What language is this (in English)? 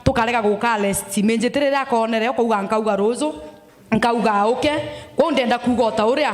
Meru